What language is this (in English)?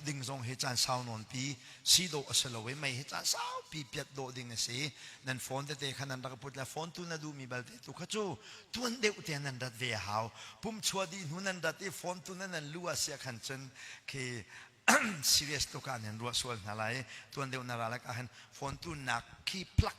Hakha Chin